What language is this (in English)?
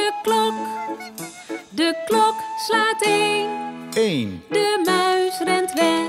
Dutch